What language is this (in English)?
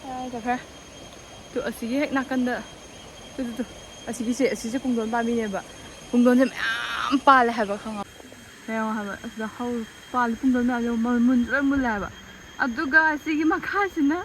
Manipuri